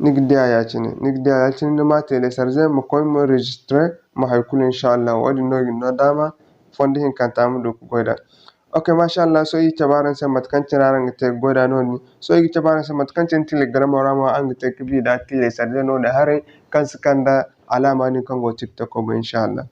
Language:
Zarma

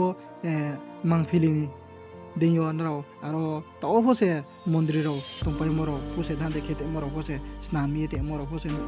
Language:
Riang (India)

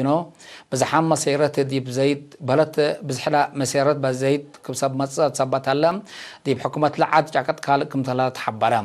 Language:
Tigre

